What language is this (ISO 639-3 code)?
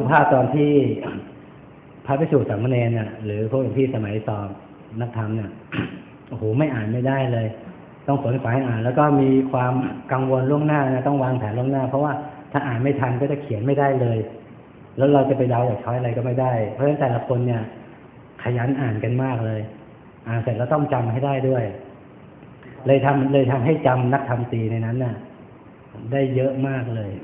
tha